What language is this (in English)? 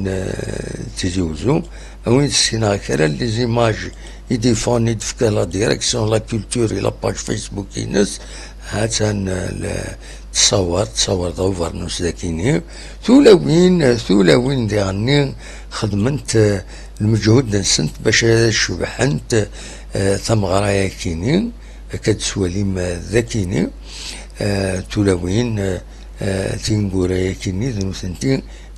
Kabyle